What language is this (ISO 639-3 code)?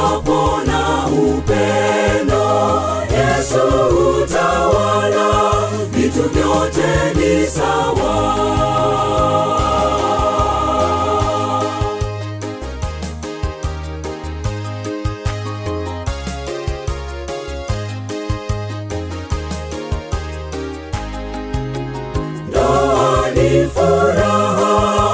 swa